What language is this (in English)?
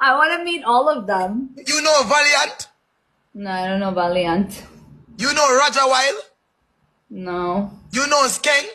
Jamaican Creole English